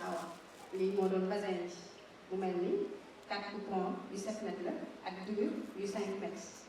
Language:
Wolof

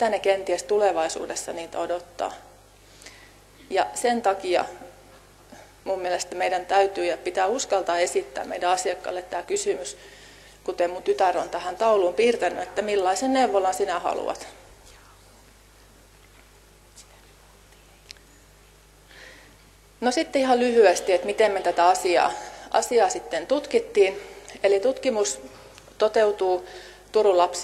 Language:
Finnish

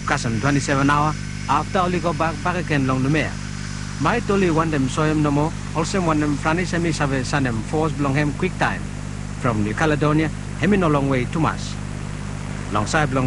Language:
Bislama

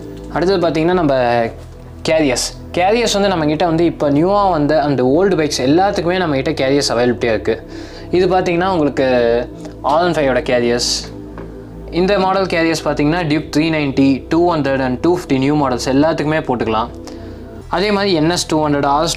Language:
Tamil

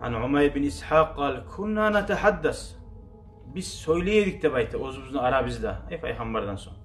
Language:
Kumyk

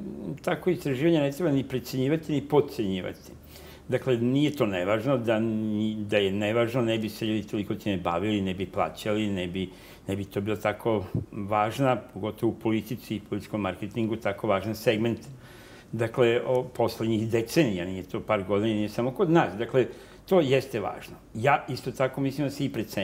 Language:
Serbian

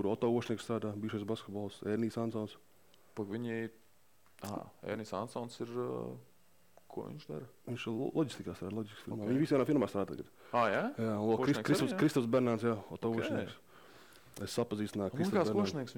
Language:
Latvian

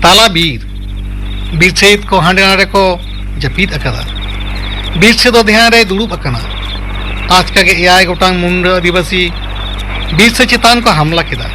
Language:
Santali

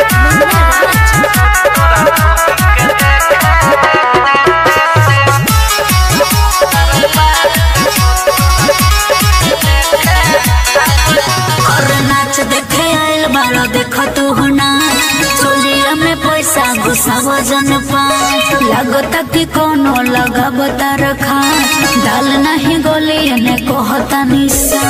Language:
Bhojpuri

